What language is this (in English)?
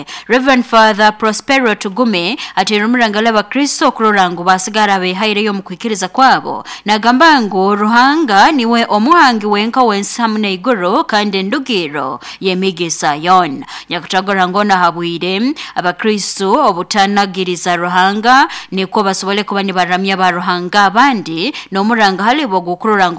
Nyoro